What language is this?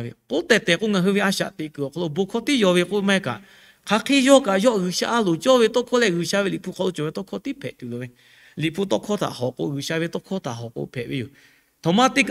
Lahu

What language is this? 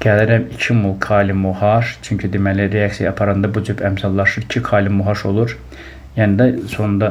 Azerbaijani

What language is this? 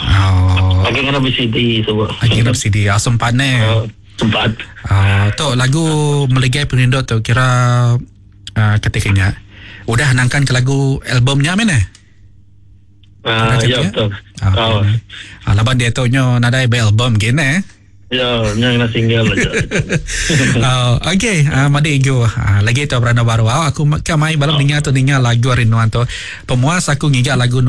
Iban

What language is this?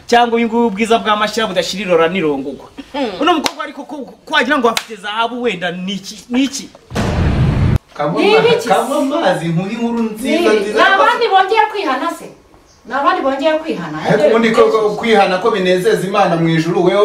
Kinyarwanda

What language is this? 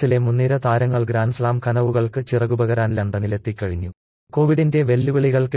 Malayalam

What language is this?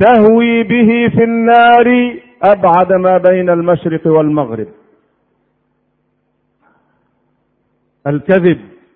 Arabic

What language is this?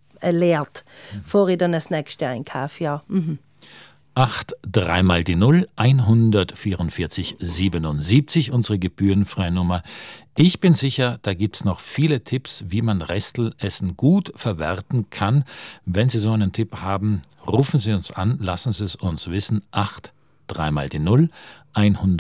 German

